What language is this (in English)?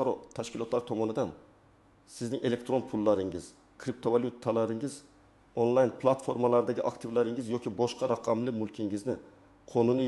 Uzbek